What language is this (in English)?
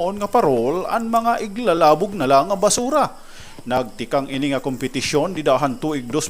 Waray